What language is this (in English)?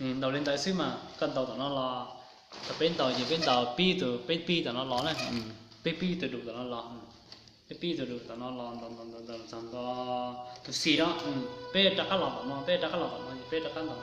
Hmong